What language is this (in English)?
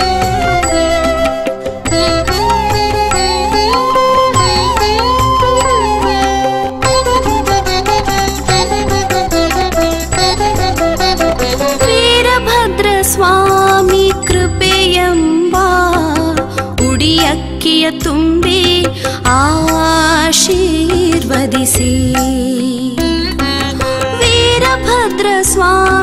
Kannada